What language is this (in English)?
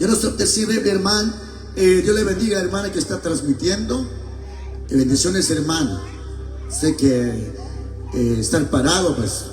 Kekchí